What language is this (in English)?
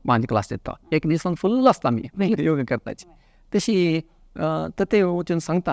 Konkani